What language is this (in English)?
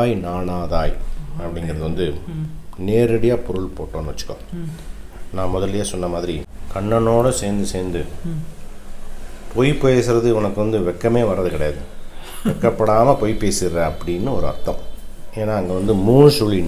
Tamil